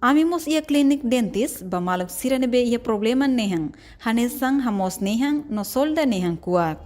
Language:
Tetum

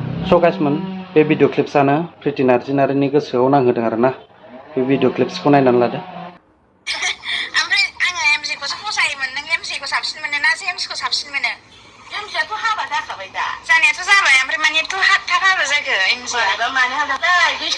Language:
Bodo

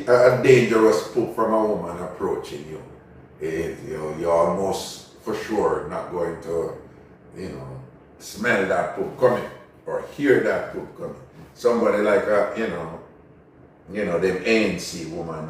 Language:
Jamaican Creole English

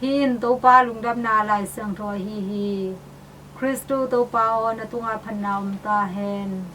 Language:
Tedim Chin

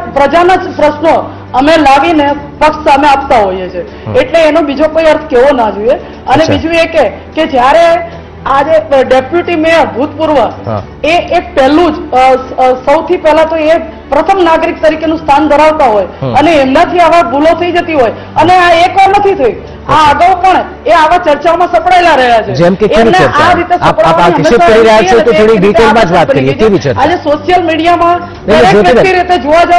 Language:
Gujarati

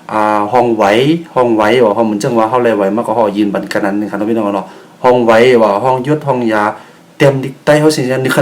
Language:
Shan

